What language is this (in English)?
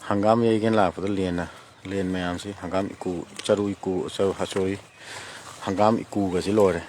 Manipuri